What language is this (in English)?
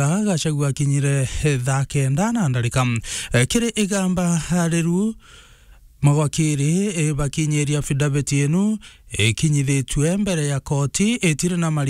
Meru